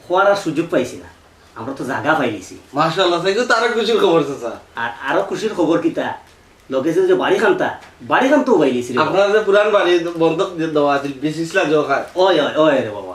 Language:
Sylheti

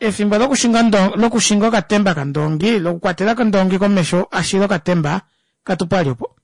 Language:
Kuanyama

